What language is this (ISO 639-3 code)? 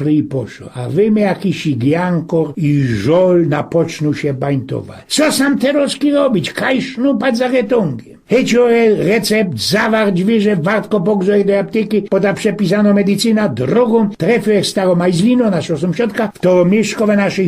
szl